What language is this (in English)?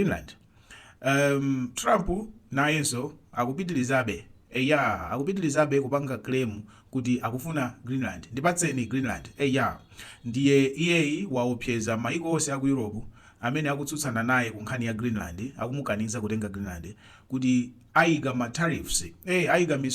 Nyanja